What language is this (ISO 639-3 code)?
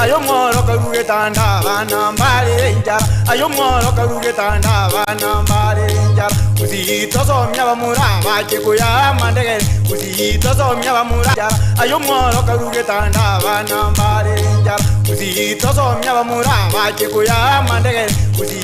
guz